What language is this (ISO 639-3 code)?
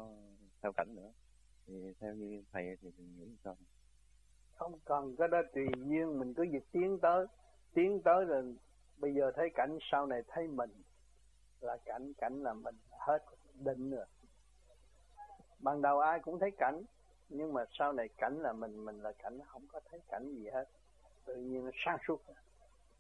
vie